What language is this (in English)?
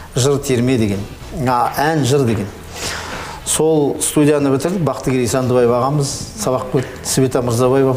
Kazakh